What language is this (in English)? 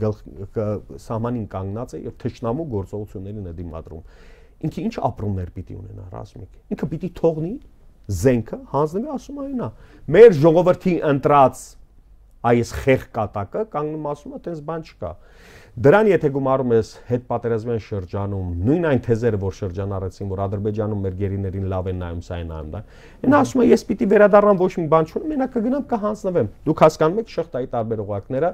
Armenian